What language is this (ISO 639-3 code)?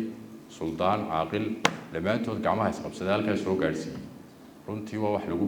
som